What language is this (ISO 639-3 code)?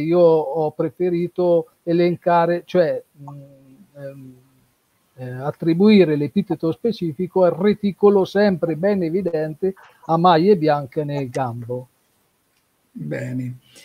ita